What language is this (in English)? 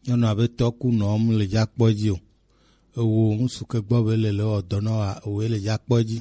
Gen